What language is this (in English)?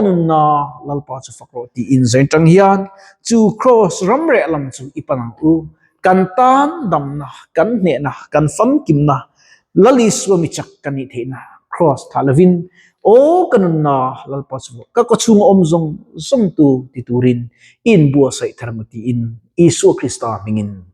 Mizo